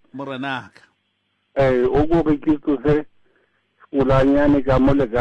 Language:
Southern Sotho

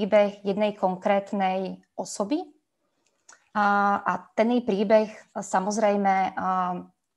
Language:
Slovak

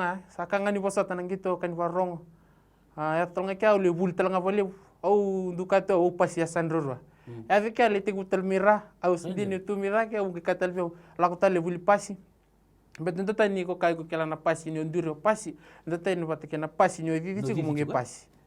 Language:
Fijian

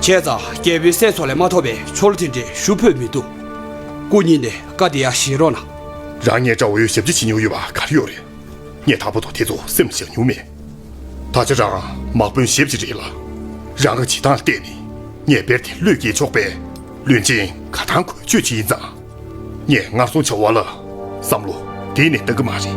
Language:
Tibetan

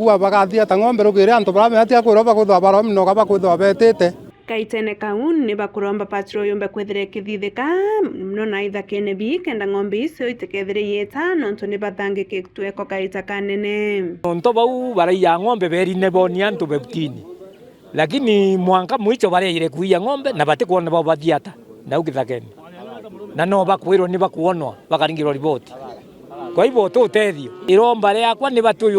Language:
Meru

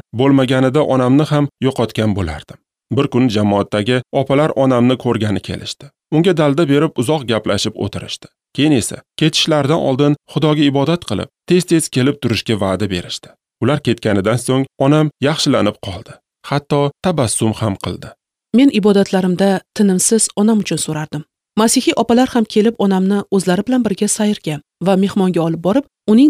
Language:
Uzbek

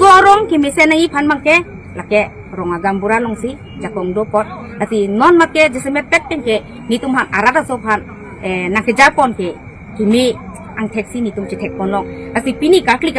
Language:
Karbi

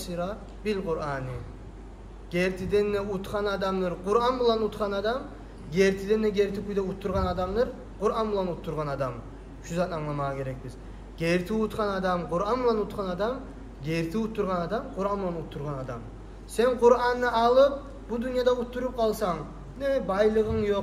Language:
Kumyk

